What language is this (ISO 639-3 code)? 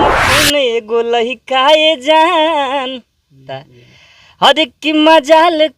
bho